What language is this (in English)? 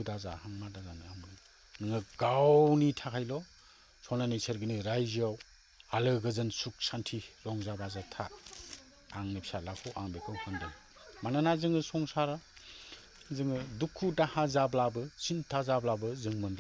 Bodo